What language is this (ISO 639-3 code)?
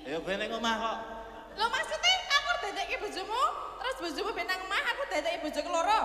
jav